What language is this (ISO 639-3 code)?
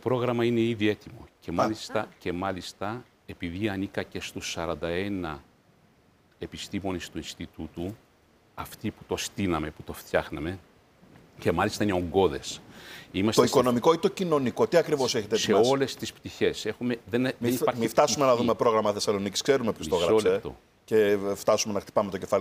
ell